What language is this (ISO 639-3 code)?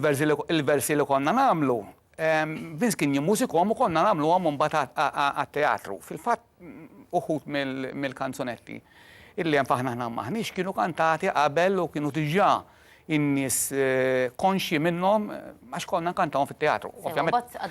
mlt